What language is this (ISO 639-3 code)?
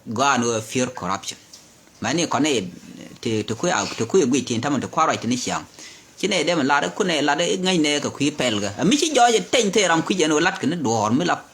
nus